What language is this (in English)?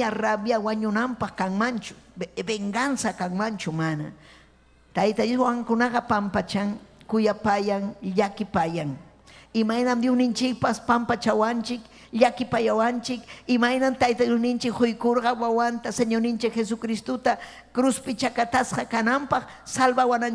Ayacucho Quechua